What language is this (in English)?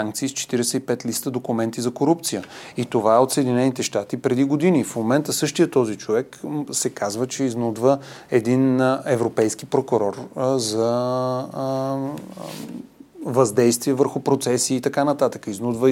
Bulgarian